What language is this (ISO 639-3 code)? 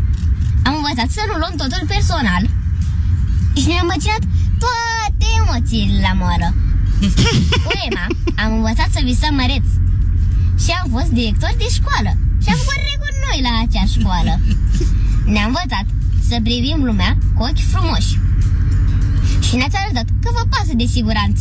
ron